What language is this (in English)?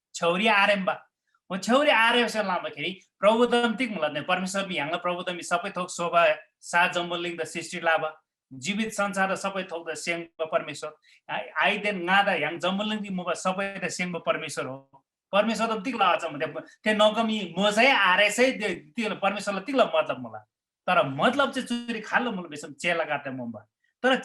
Eastern Tamang